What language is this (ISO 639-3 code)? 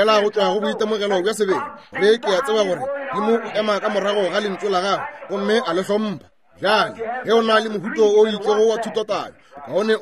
nso